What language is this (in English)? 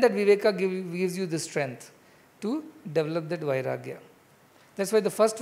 English